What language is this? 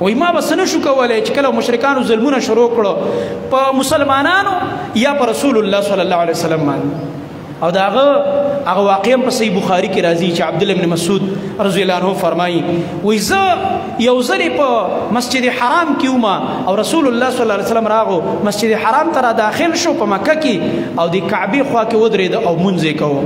Pashto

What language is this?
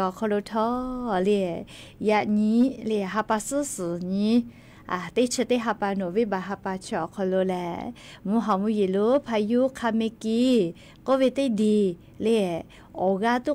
Lahu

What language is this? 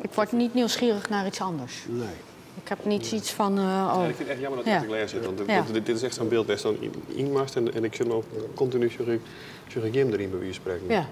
Western Frisian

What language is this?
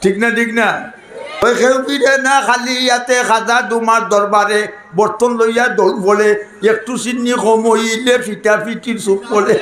Sylheti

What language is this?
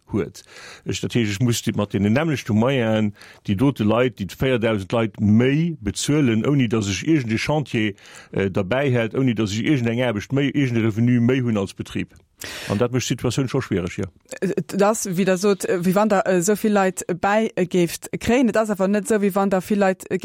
Luxembourgish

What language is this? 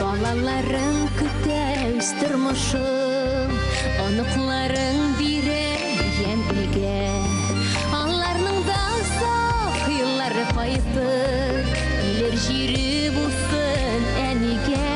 Bashkir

